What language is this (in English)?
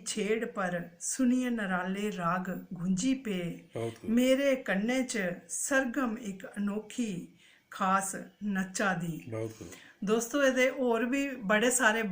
Dogri